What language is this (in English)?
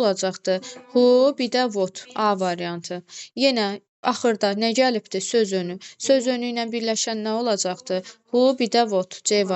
Azerbaijani